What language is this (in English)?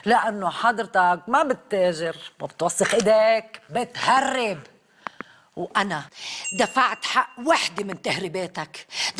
North Levantine Arabic